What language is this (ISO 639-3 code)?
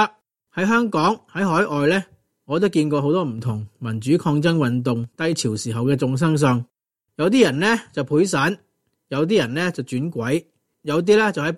yue